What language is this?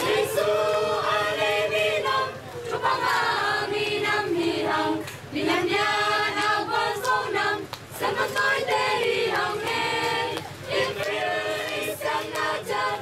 Tedim Chin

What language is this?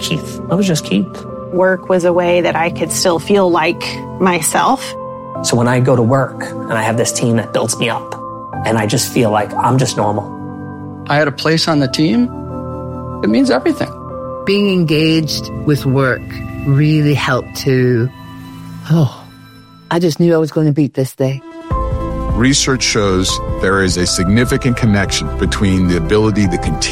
English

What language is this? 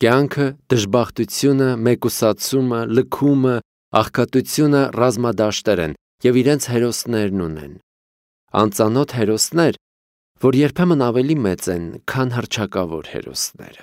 Armenian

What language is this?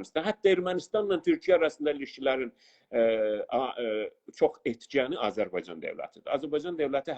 South Azerbaijani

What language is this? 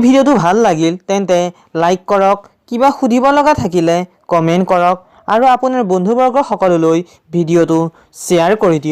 Assamese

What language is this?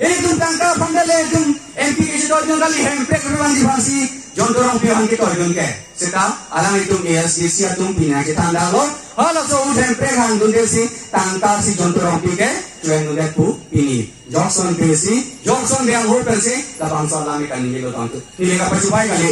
Karbi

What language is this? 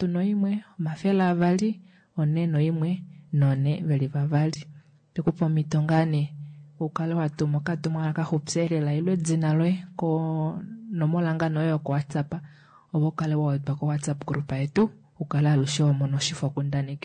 Kuanyama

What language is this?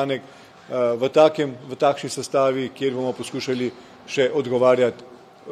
Slovenian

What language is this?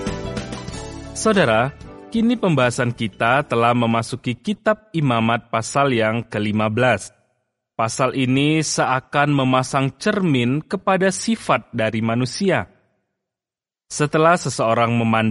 Indonesian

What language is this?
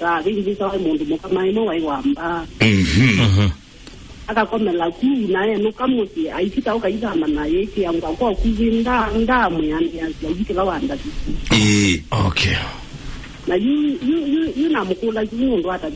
Kamba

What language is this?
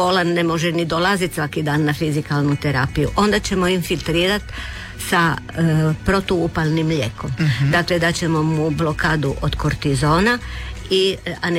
Croatian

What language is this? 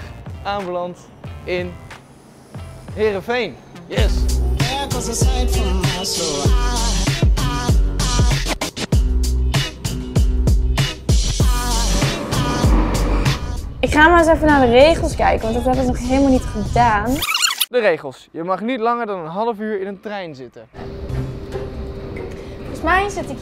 Dutch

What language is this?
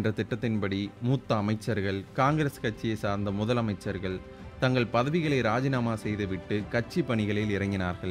Tamil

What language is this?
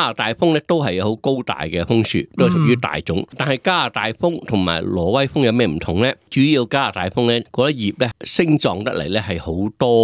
Cantonese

